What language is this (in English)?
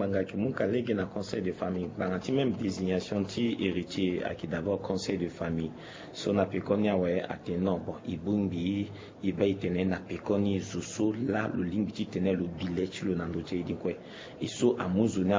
Sango